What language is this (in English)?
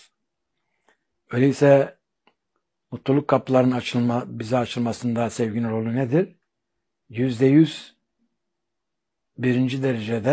Turkish